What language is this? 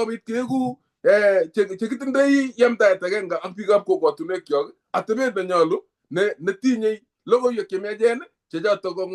Kalenjin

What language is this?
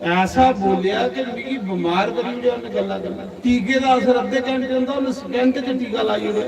Dogri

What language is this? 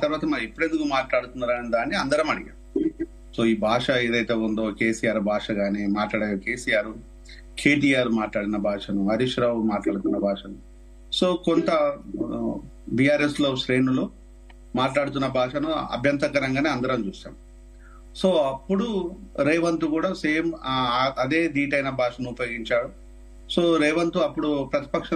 Telugu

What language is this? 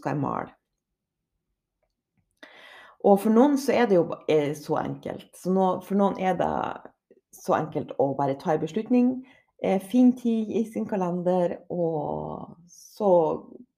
Norwegian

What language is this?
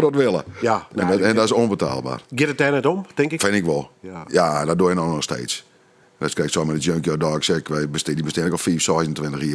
Western Frisian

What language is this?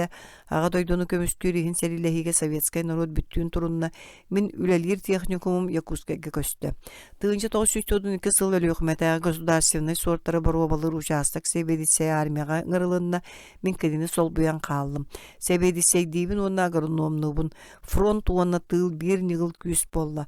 Yakut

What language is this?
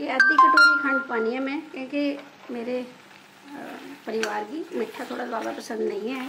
Dogri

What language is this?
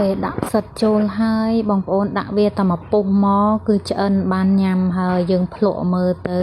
Khmer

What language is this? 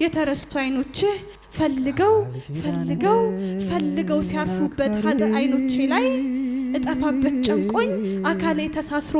Amharic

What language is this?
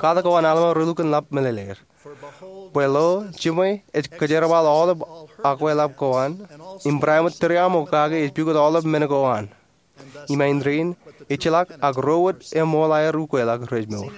Marshallese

